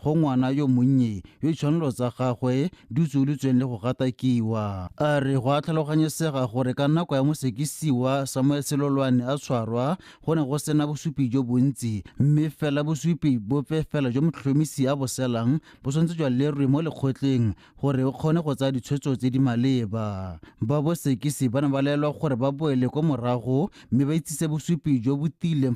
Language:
Tswana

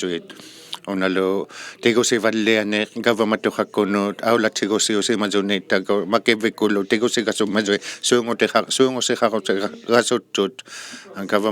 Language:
Inuktitut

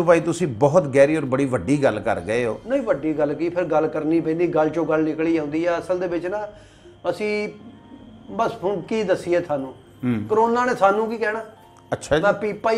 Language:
Punjabi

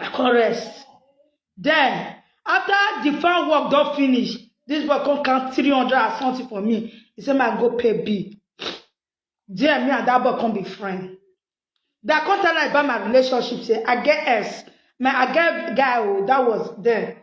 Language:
Nigerian Pidgin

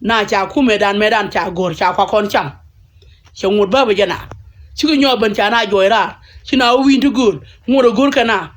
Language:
Nuer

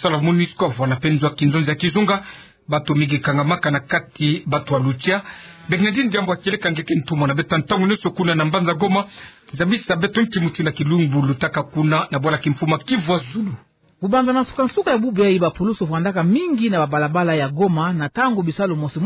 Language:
Kituba (Democratic Republic of Congo)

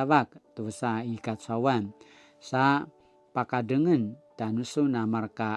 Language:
Paiwan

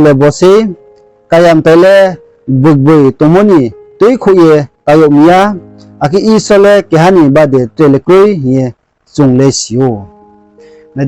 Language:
Riang (India)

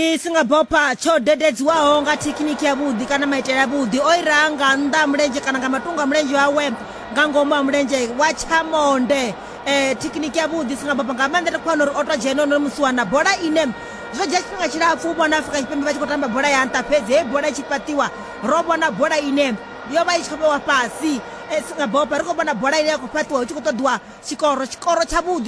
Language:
Venda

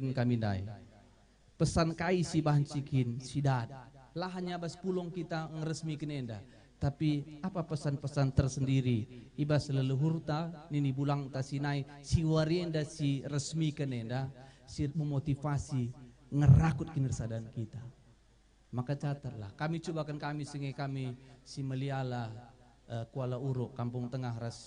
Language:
Batak Karo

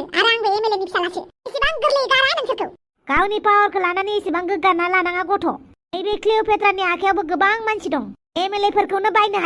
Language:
Bodo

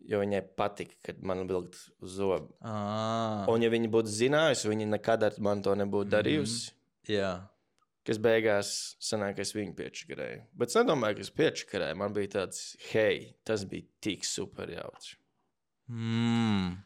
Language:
Latvian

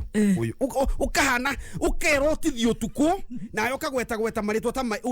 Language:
Kikuyu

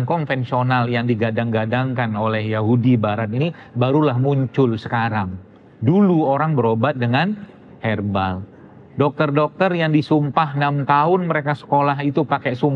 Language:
Indonesian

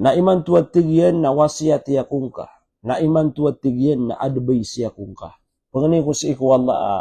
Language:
Maranao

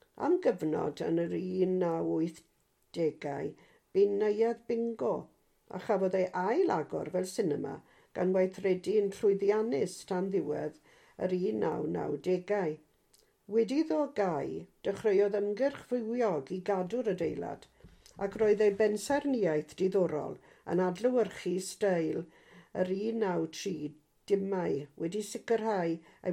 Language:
Welsh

